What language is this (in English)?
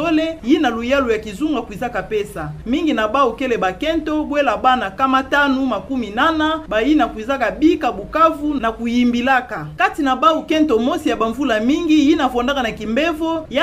Kituba (Democratic Republic of Congo)